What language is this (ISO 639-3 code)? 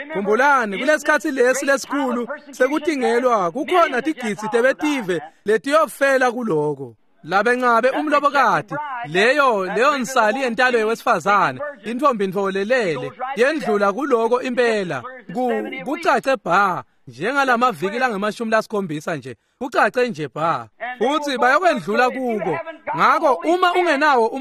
ssw